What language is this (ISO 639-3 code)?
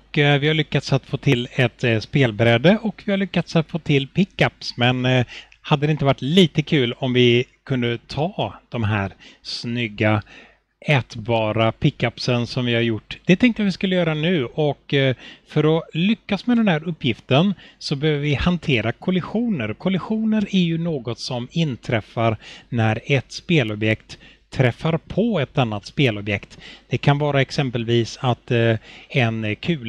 swe